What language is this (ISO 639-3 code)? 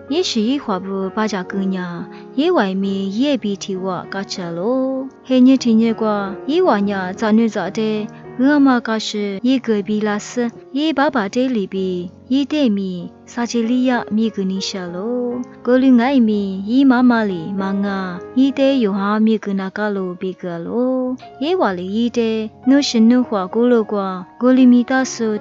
lis